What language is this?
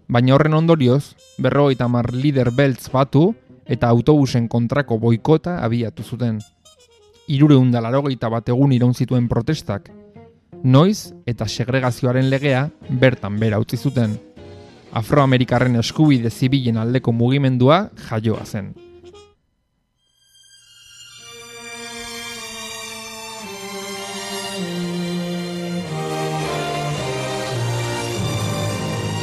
Basque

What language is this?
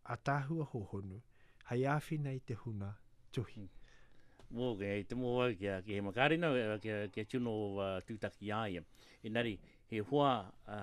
Latvian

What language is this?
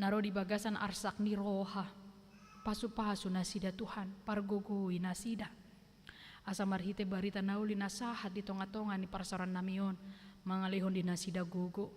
Batak Toba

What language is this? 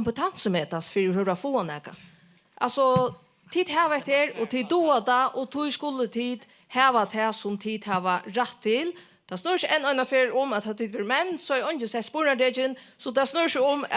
Faroese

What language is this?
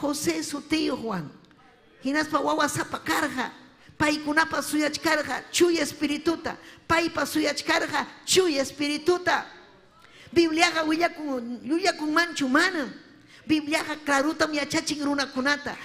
Ayacucho Quechua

